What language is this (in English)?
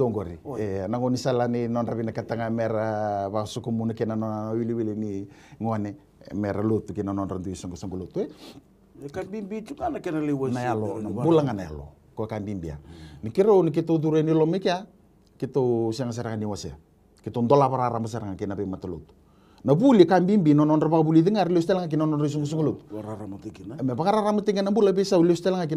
Fijian